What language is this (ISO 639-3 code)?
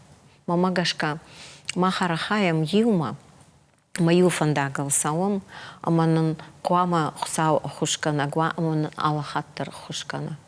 oss